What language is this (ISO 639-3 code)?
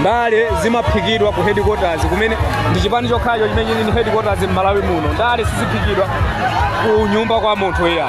nya